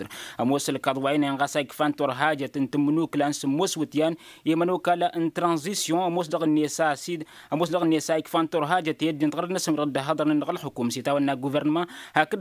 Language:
Tamasheq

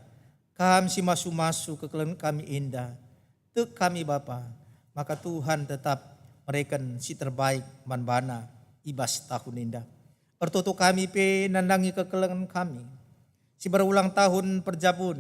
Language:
Batak Karo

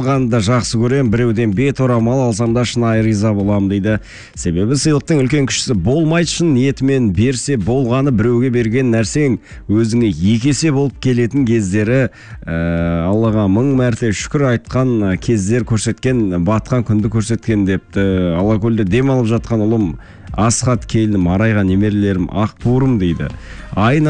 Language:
Kazakh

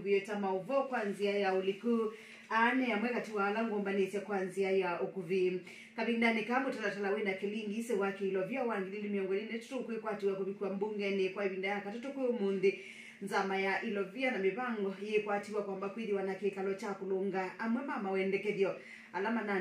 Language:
Kamba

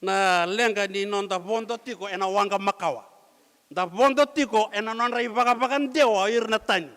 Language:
Fijian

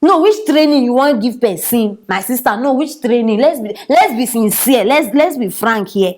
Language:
Nigerian Pidgin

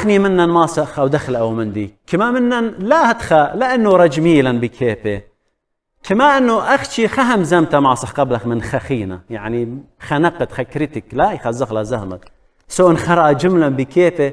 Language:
Assyrian Neo-Aramaic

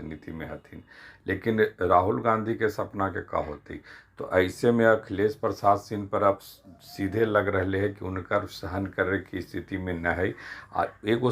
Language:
Magahi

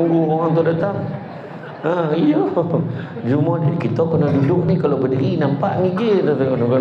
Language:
Malay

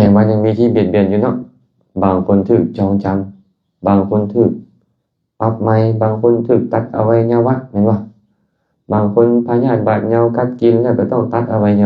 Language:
Lao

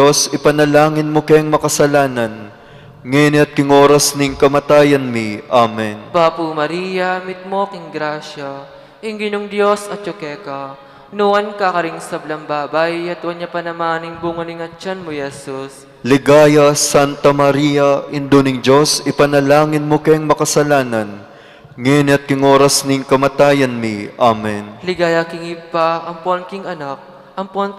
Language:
Pampanga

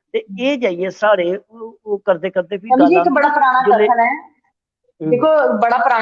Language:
Dogri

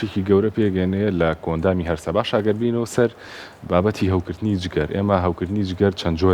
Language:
Central Kurdish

